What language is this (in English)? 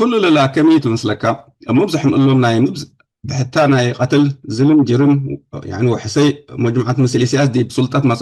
Tigre